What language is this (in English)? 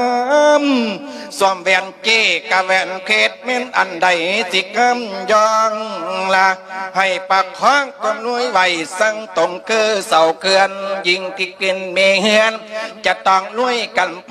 Lao